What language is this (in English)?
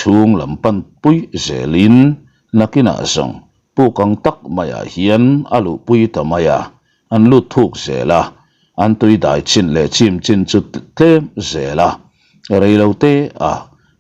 Mizo